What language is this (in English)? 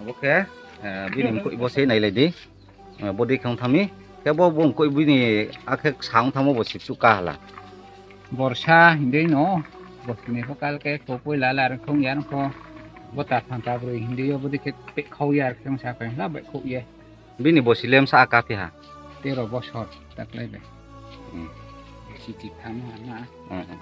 Riang (India)